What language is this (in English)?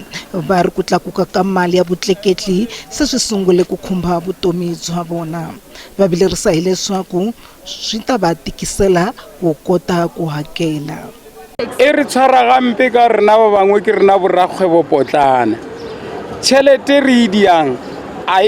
Tsonga